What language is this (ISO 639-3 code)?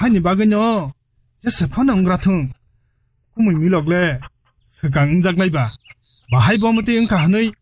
trp